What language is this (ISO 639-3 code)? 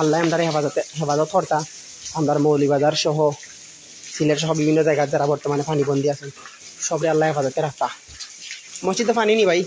syl